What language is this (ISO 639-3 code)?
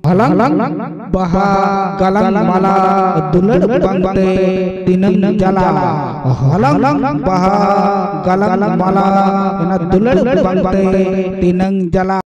sat